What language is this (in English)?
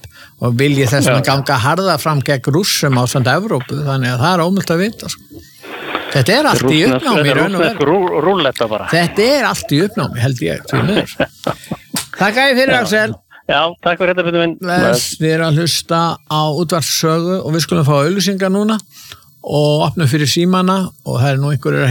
Icelandic